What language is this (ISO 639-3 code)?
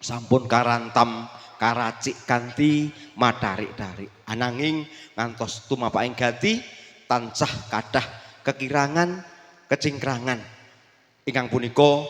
jav